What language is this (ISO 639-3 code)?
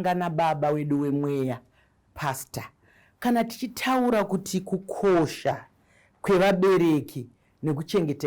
sna